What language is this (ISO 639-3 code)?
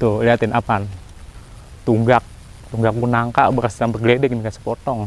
bew